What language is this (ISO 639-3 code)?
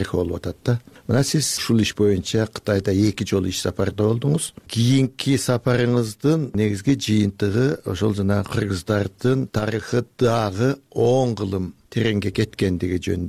kir